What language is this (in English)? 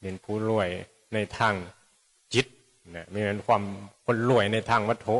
Northeastern Thai